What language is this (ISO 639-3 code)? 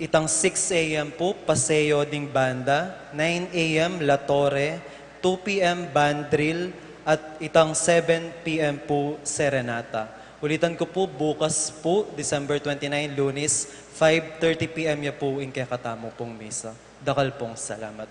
pam